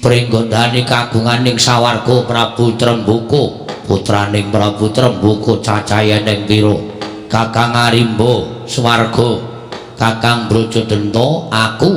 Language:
Javanese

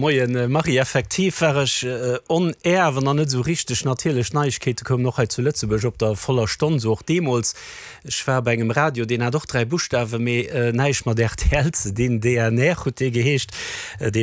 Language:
Luxembourgish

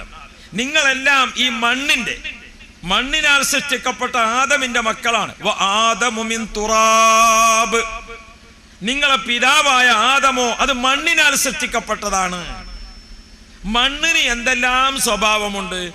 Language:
Malayalam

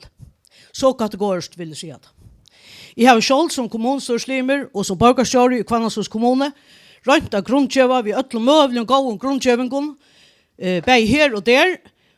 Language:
Faroese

